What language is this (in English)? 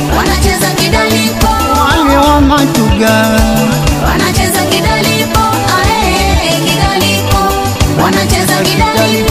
Swahili